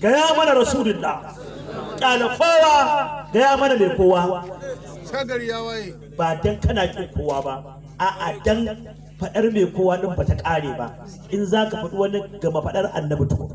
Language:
Hausa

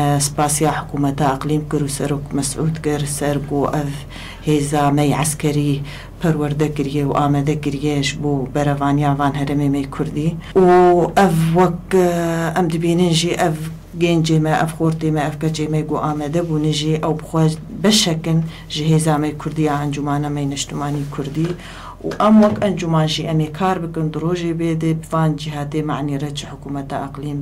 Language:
Kurdish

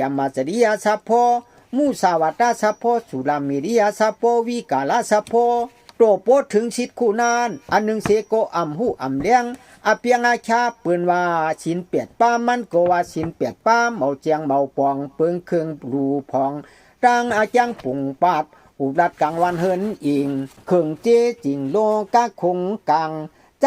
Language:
Shan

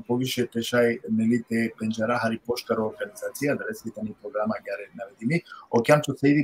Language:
Balkan Romani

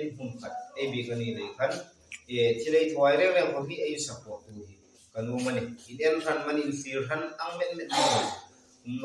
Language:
Hmar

